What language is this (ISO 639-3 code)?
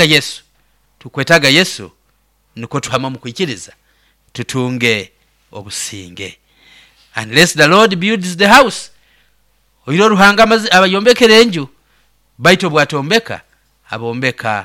nyo